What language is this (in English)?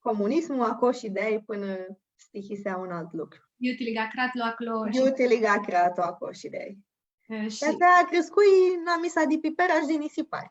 Aromanian